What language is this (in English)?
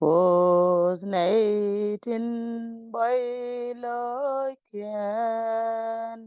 Nuer